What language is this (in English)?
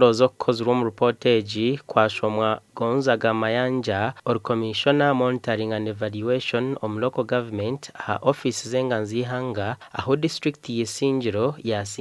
Nyankole